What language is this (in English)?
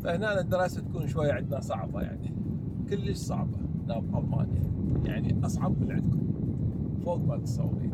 Mesopotamian Arabic